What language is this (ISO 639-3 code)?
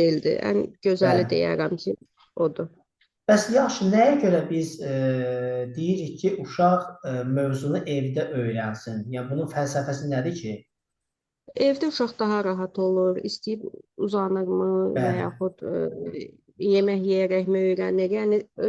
aze